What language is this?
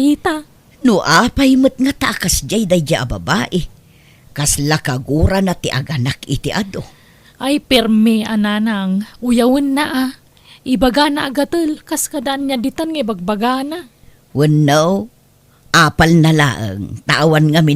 Iloko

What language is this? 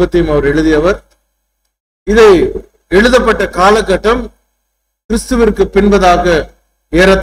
Tamil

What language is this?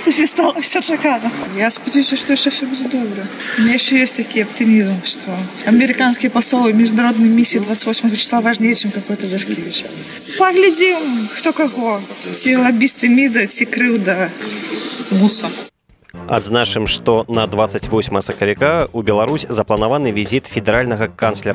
Belarusian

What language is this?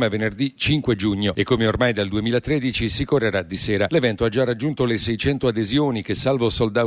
Italian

